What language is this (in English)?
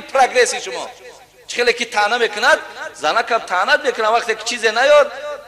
Tajik